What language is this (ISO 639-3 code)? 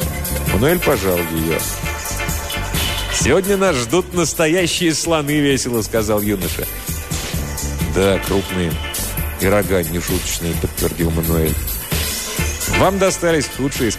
rus